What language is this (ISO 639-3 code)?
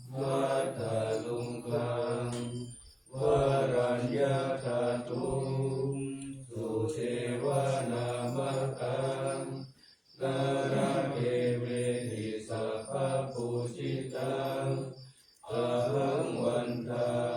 pli